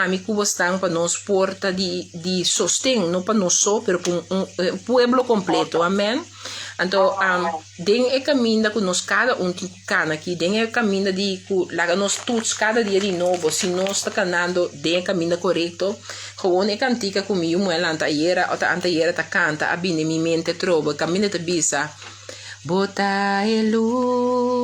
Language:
Papiamento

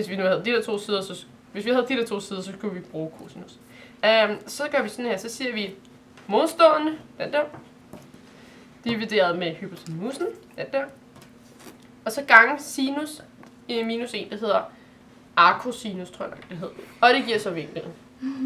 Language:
Danish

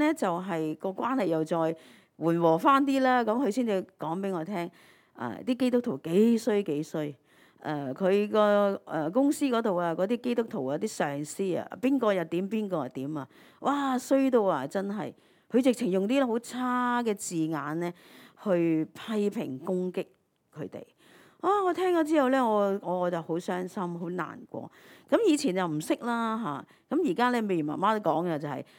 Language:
Cantonese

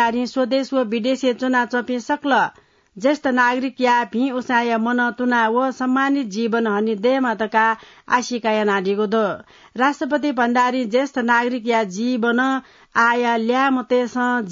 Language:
Newari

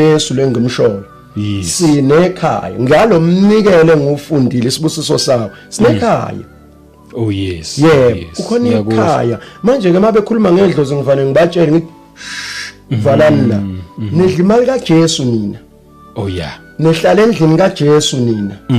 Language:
Zulu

